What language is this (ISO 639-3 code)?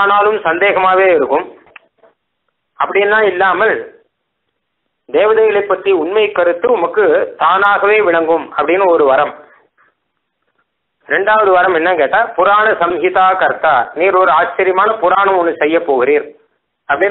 tam